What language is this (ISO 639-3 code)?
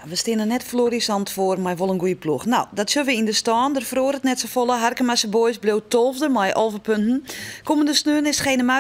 fry